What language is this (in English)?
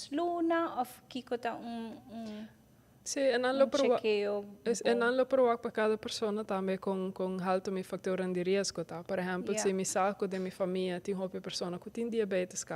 Papiamento